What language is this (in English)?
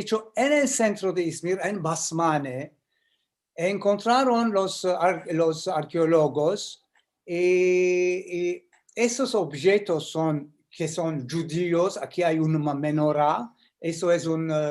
Ladino